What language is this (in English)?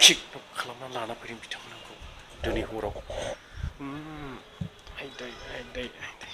Bodo